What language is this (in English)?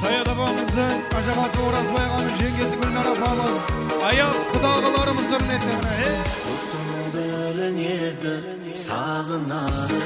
Kara-Kalpak